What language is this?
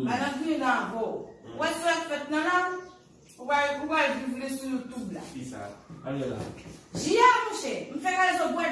Haitian Creole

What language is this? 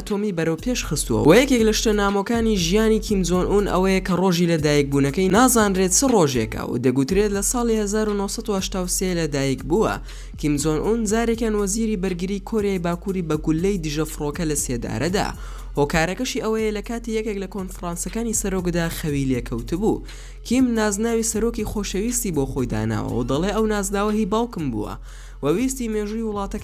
Central Kurdish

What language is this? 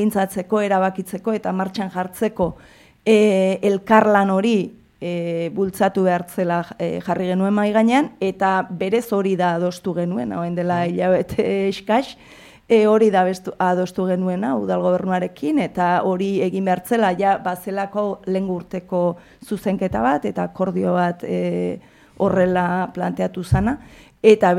Basque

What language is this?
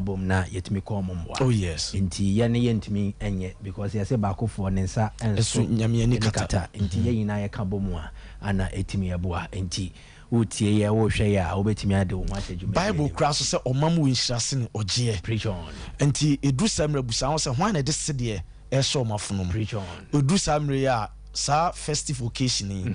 Akan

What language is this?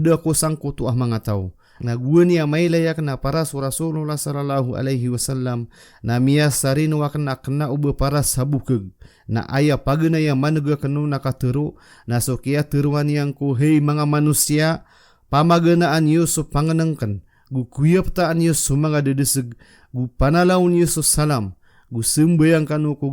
Maranao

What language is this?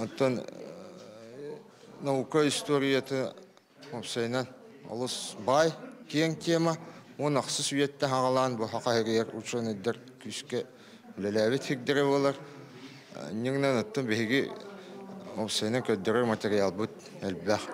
Yakut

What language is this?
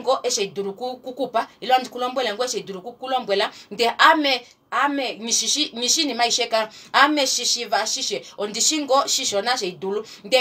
Kuanyama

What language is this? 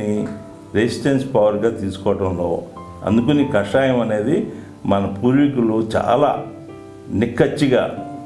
Telugu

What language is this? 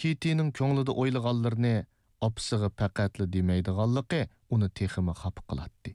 Uyghur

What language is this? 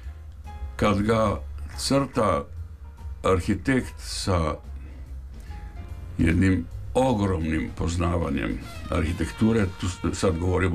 Croatian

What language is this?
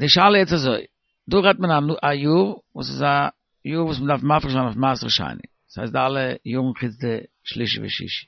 Yiddish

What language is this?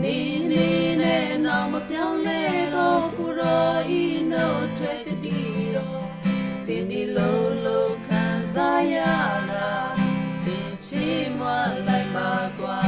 Western Kayah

